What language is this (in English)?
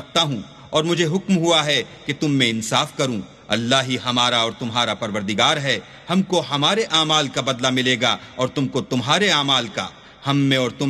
Urdu